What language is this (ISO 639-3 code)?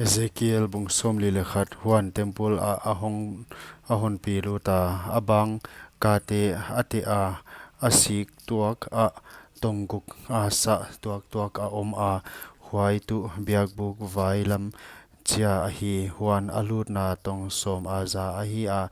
pck